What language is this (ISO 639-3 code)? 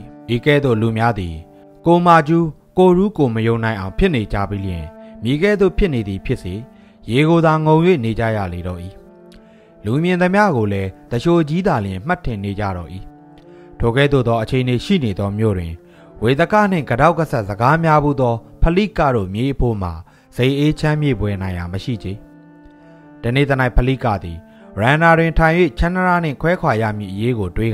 mya